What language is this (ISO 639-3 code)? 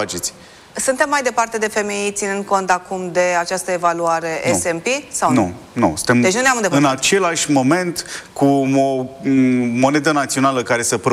ron